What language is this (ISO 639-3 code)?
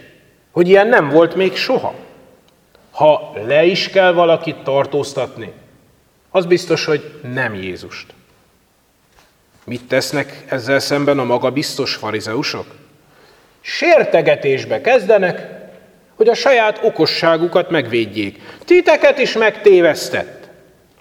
hun